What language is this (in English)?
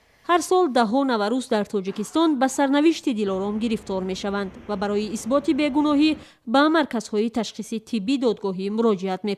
Tajik